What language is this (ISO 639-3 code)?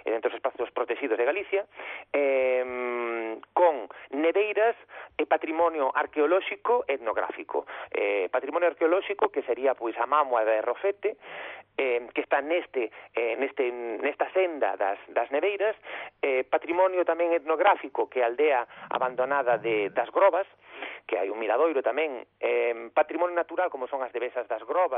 glg